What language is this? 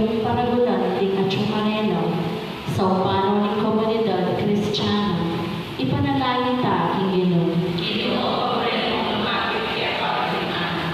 Pampanga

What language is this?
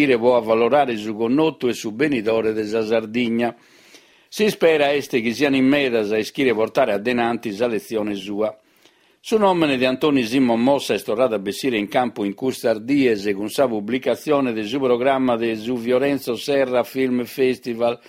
Sardinian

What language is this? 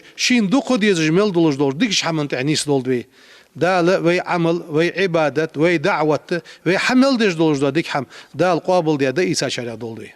Ingush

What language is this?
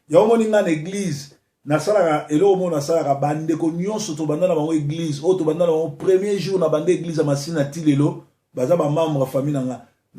Lingala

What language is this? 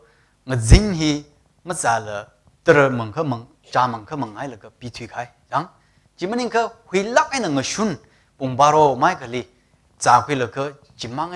Tangkhul Naga (India)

